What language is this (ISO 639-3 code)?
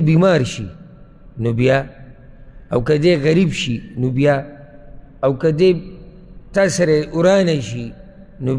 pus